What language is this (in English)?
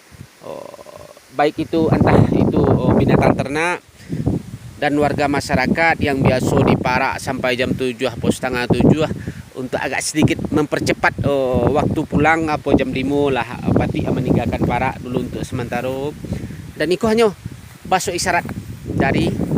Minangkabau